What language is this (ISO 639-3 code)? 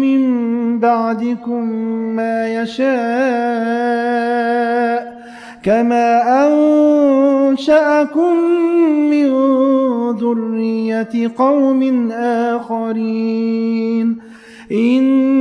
ara